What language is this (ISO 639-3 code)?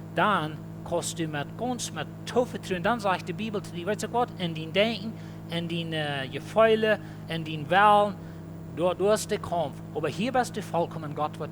pdt